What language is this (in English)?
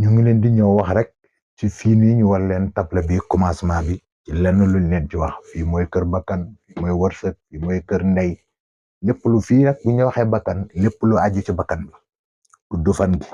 Wolof